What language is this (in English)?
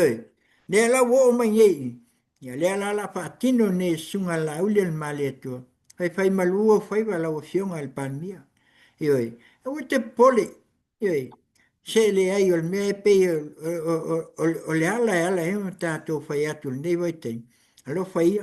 Samoan